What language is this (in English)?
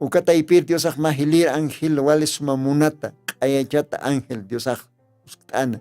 Aymara